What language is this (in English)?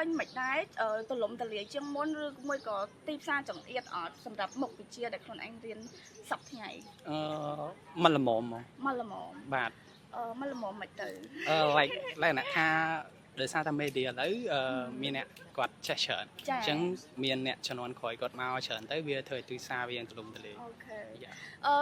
Khmer